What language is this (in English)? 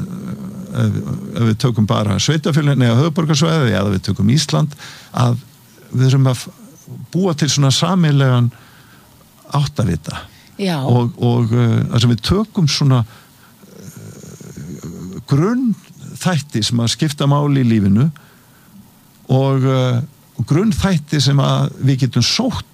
Icelandic